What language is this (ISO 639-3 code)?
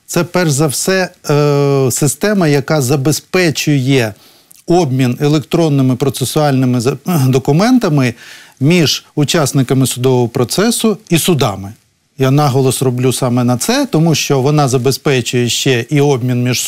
ukr